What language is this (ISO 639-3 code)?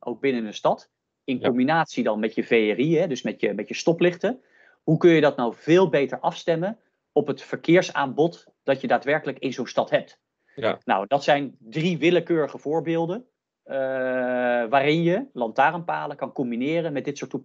nld